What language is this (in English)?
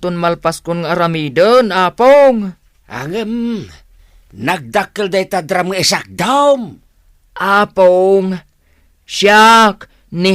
Iloko